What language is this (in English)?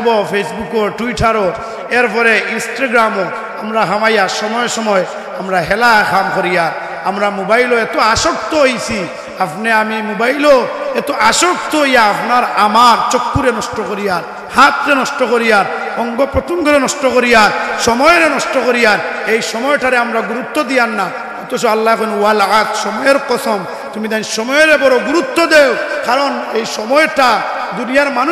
Sylheti